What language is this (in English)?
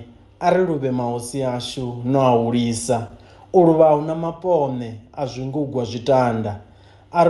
Venda